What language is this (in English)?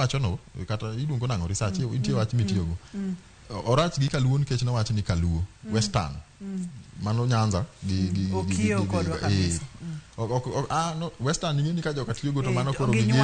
Luo (Kenya and Tanzania)